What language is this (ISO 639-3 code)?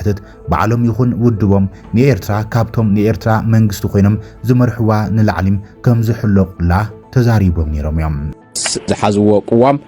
tir